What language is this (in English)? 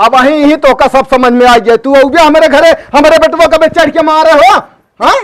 Awadhi